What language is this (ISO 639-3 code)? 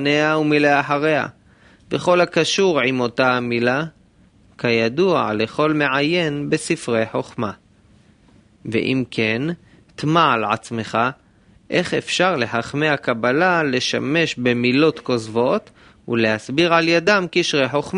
heb